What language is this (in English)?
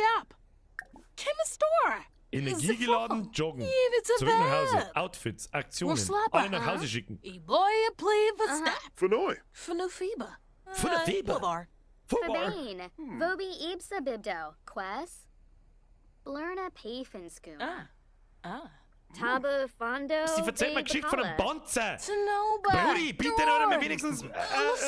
Bavarian